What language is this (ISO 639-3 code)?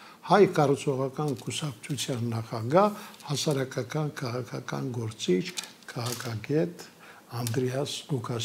hye